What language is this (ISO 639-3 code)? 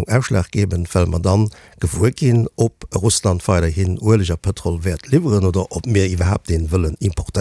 ltz